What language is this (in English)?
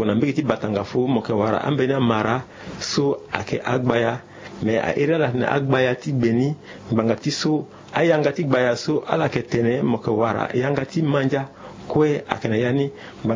Sango